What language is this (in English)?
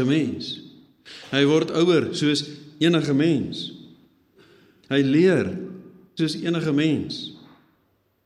Afrikaans